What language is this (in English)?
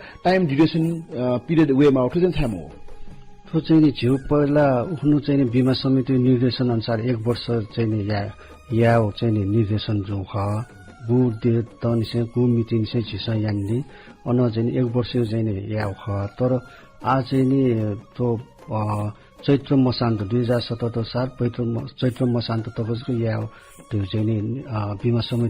Newari